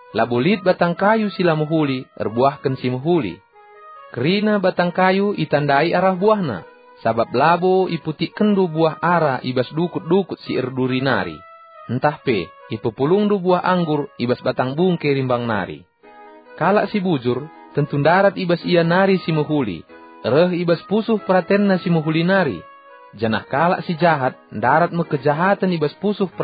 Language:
Batak Karo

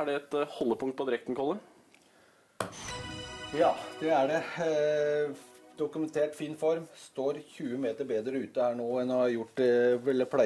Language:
Norwegian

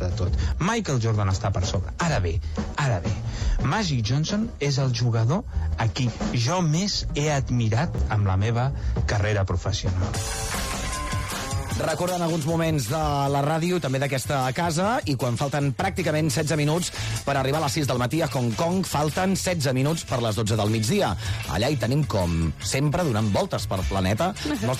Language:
Catalan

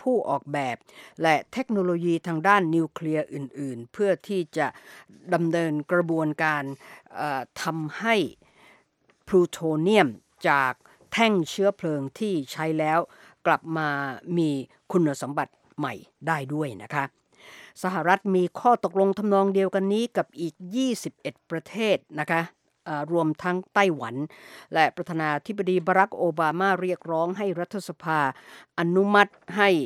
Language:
Thai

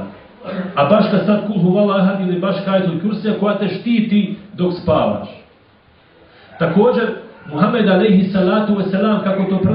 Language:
Bosnian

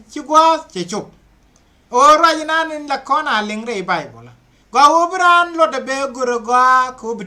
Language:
Nuer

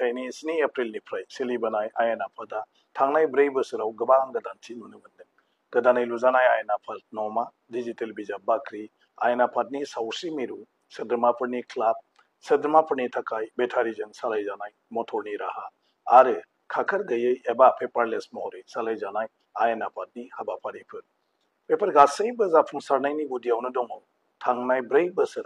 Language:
Bodo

